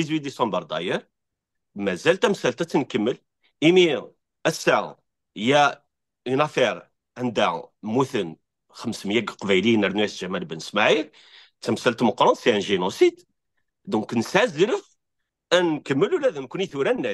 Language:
Kabyle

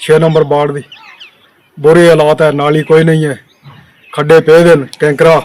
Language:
Dogri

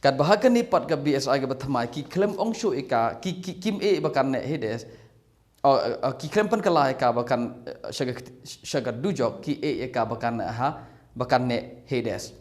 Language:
Khasi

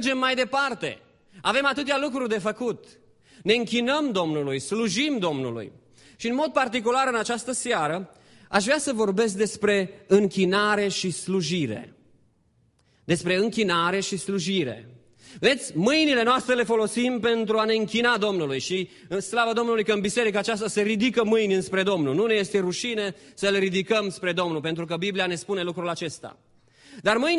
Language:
Romanian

